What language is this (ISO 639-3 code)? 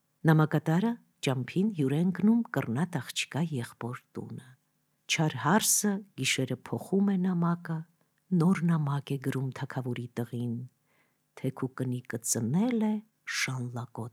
hye